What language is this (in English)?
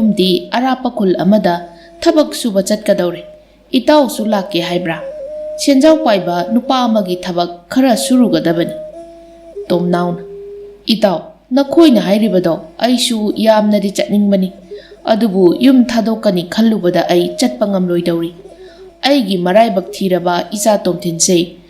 Manipuri